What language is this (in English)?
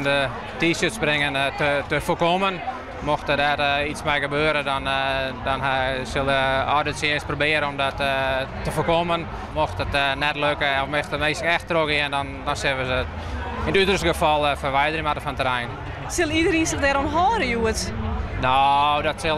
Western Frisian